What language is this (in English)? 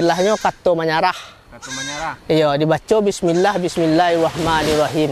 Minangkabau